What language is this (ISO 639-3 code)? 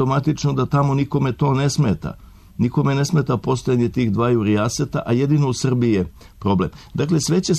srp